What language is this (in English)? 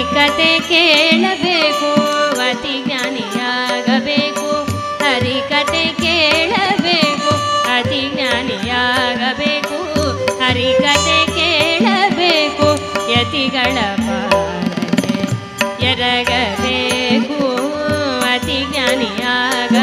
Kannada